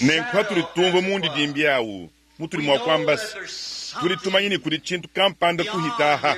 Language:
Luba-Lulua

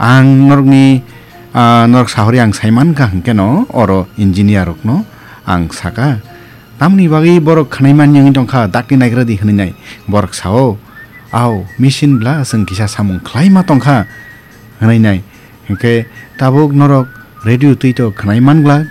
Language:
Kok Borok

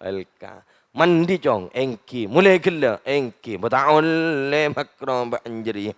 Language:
Madurese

